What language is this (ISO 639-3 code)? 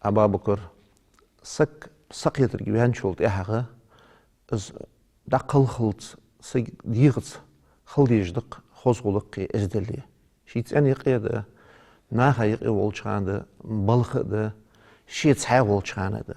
inh